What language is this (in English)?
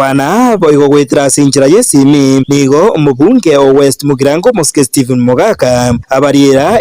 Gusii